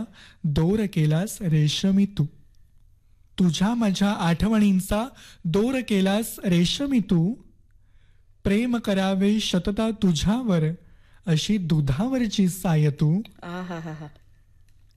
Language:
Marathi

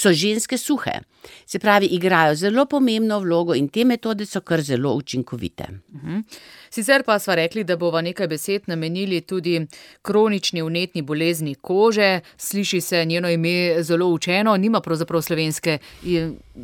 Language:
Slovenian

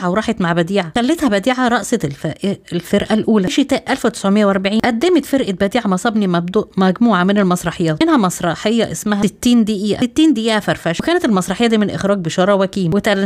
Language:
Egyptian Arabic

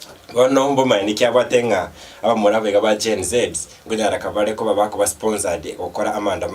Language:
Gusii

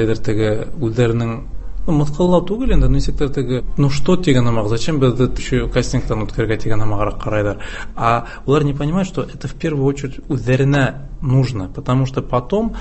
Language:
Tatar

